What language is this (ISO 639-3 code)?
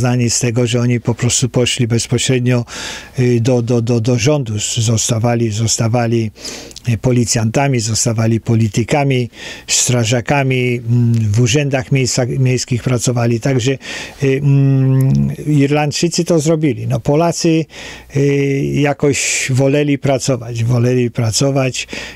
pol